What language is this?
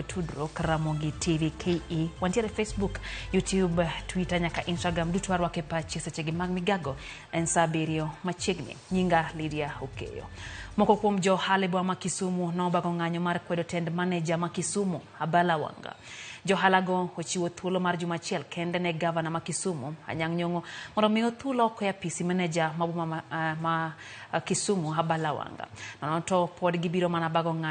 Luo (Kenya and Tanzania)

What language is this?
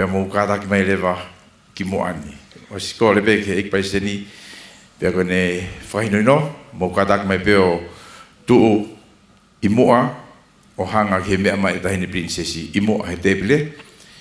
Tongan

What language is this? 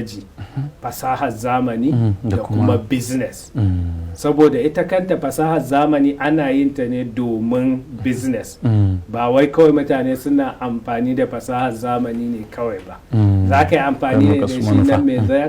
Hausa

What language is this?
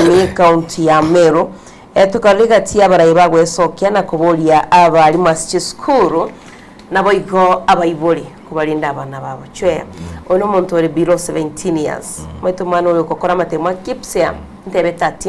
Gusii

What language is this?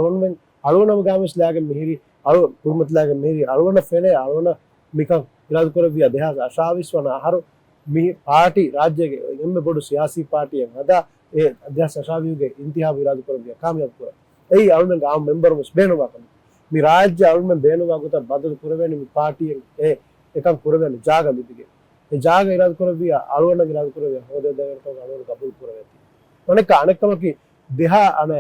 Divehi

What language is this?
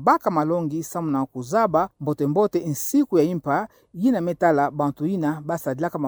Kituba (Democratic Republic of Congo)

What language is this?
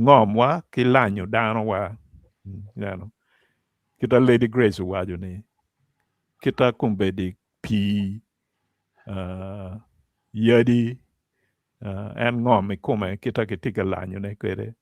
Acoli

